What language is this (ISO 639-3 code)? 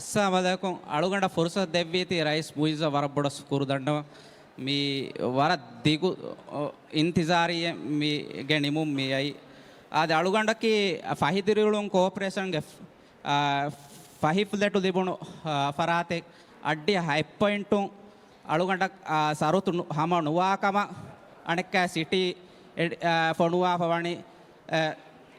div